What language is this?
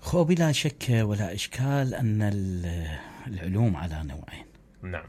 Mesopotamian Arabic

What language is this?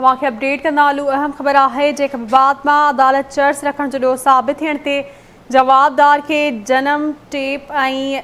Sindhi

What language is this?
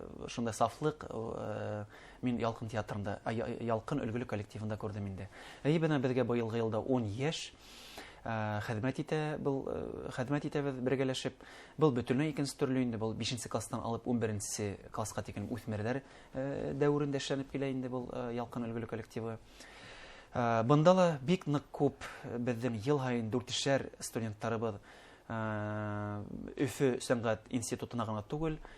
Bashkir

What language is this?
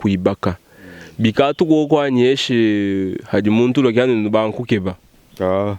Luba-Lulua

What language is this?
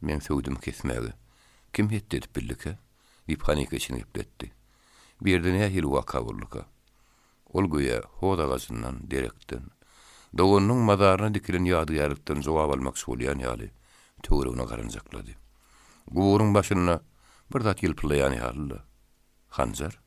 Turkmen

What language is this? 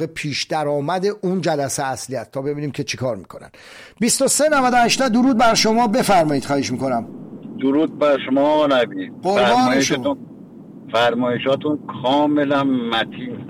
Persian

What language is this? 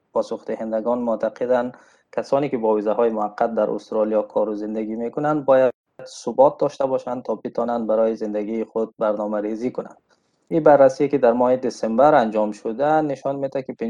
Tajik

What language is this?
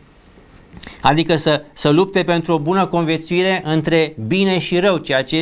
Romanian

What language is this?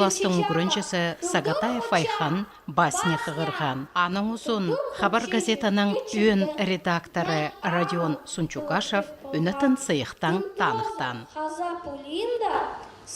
Khakas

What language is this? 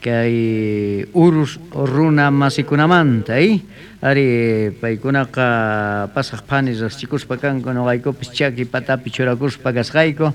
South Bolivian Quechua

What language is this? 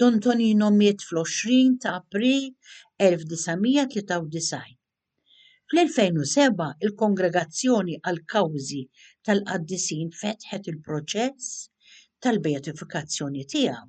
Maltese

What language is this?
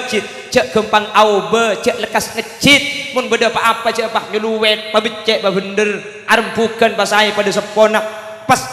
Madurese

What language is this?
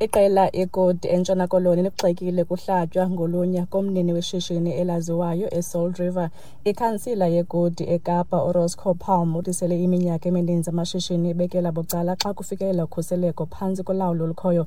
Xhosa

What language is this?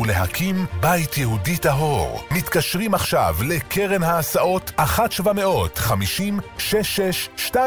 Hebrew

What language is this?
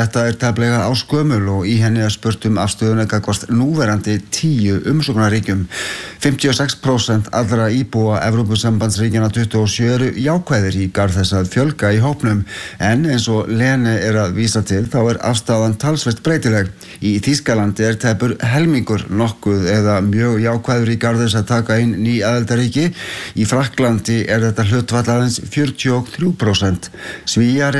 Icelandic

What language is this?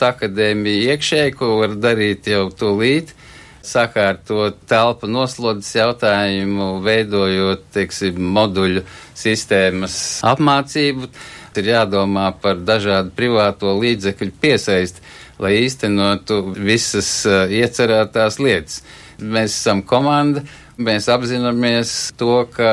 Latvian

